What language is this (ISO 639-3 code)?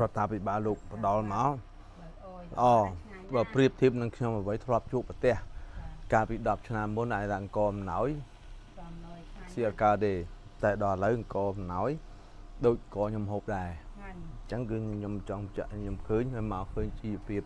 khm